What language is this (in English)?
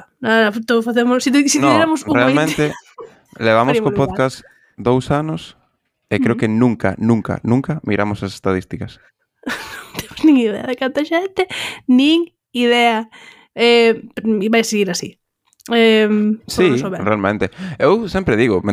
Galician